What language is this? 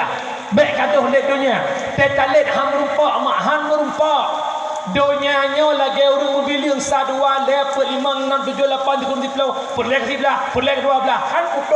Achinese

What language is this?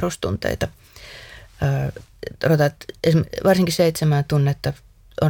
Finnish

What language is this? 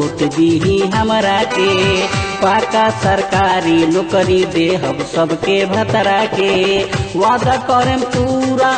Bhojpuri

